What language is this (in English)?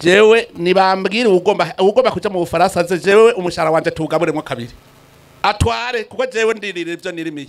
Rundi